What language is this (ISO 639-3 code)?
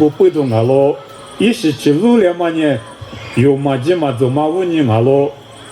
lis